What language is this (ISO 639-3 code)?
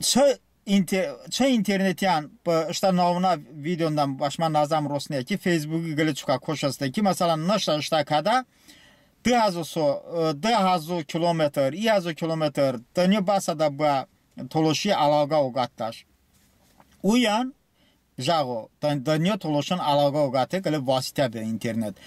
tly